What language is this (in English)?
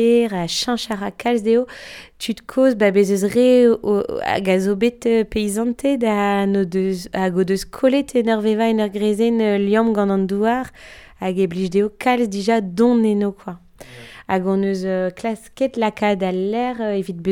Breton